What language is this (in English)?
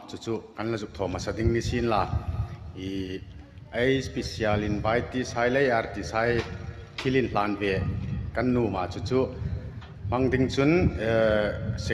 Hmar